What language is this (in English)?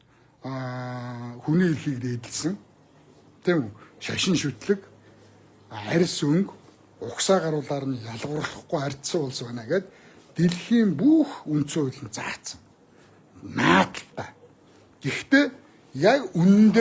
Mongolian